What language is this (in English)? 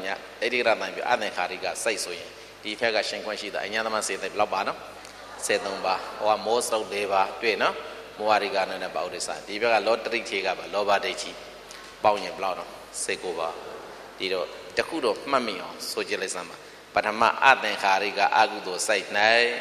Burmese